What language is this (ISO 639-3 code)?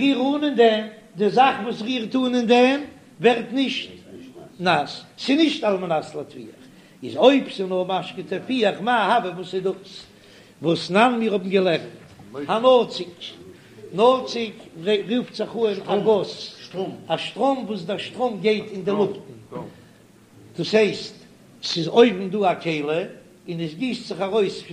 yid